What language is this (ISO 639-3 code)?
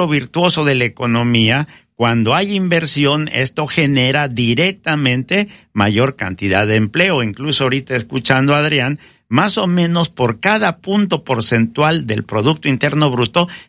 spa